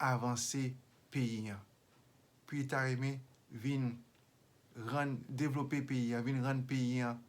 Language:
Haitian Creole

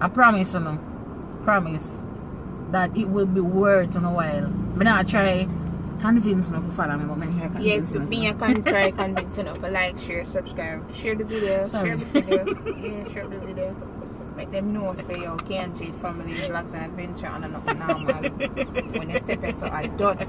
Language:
Jamaican Creole English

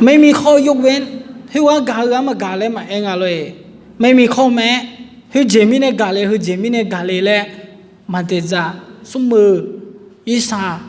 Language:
Akha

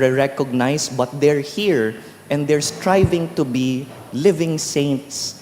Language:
Bikol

